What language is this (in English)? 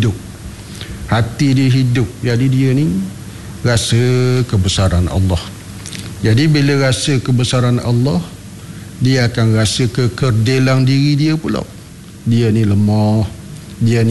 Malay